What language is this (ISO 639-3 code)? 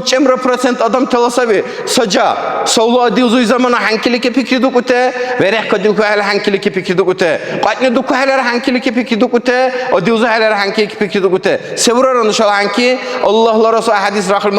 dar